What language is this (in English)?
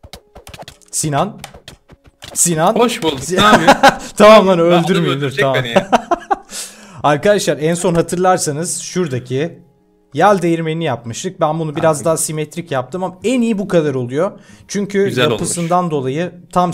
Turkish